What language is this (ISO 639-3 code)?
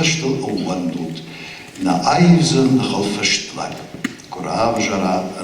oss